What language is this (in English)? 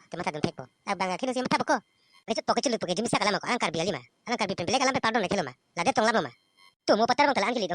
Karbi